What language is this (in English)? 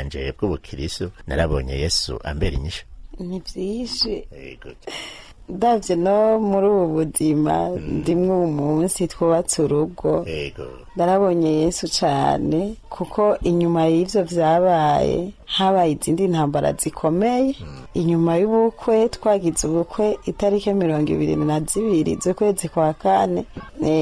Rundi